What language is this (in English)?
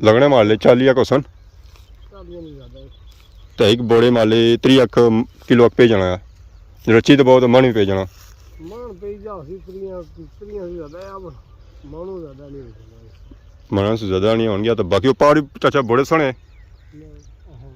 Pahari-Potwari